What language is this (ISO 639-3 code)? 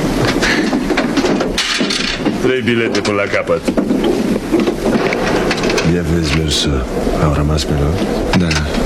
ron